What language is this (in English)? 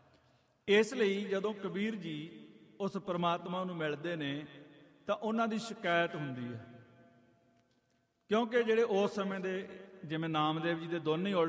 Punjabi